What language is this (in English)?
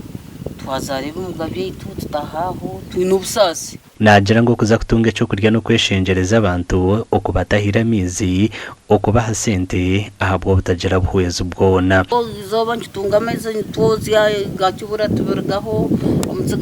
Nyankole